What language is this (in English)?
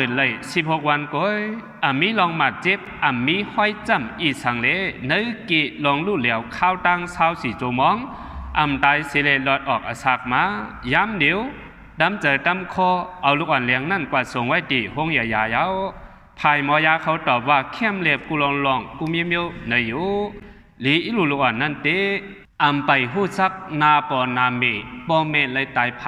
Shan